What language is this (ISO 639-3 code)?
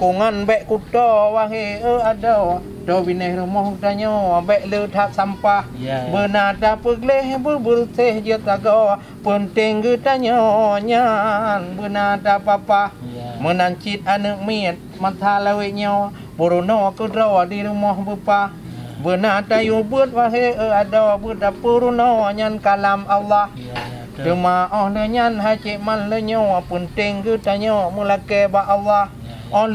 ace